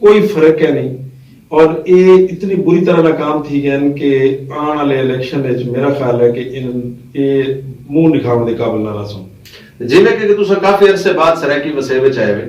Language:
Saraiki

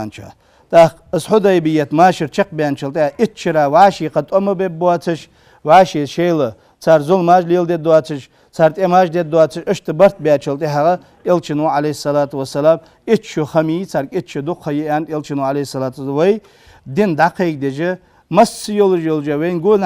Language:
Ingush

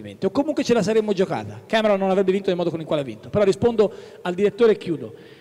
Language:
Italian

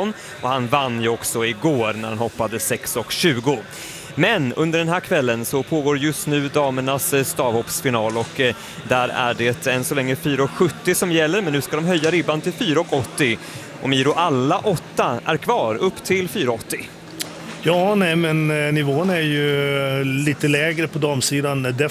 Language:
Swedish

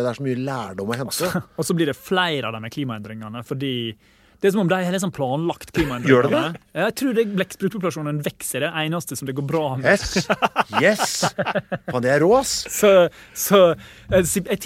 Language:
Norwegian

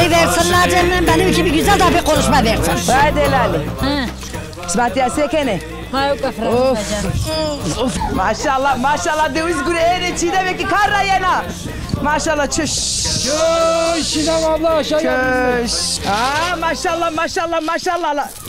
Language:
Zaza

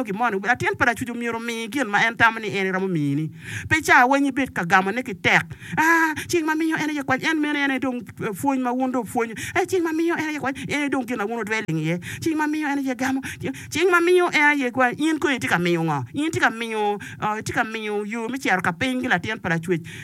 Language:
Acoli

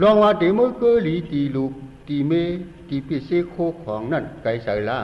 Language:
Shan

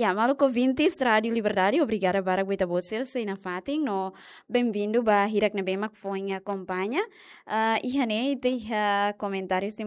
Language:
Tetum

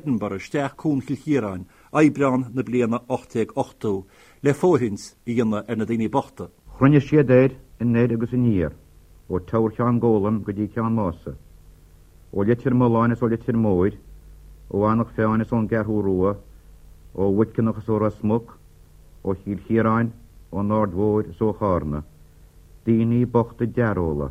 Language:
Irish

